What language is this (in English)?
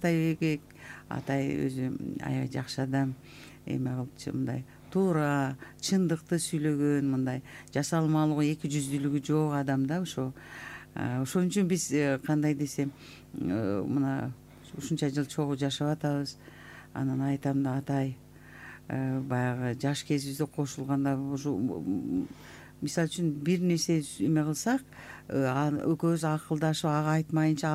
Kyrgyz